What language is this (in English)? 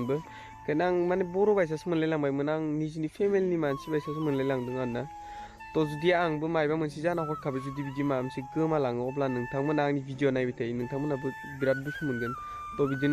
Bodo